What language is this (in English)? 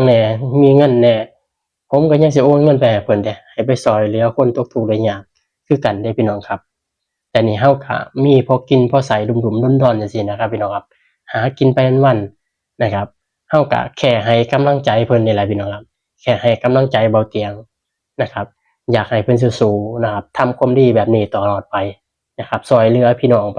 Northeastern Thai